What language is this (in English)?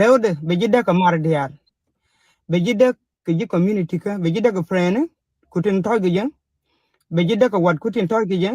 Nuer